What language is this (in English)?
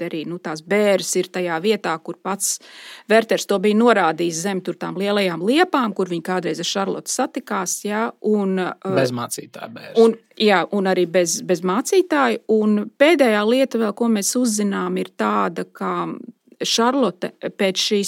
Latvian